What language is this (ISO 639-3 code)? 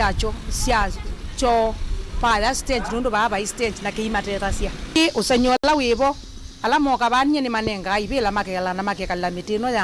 kam